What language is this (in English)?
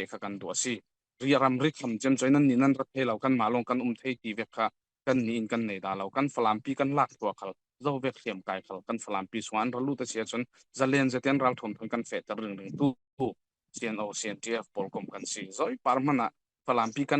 Falam Chin